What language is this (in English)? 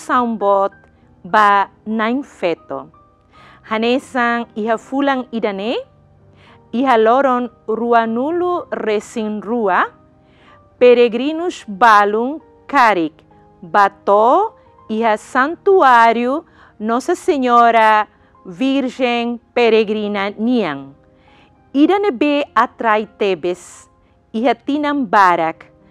Tetum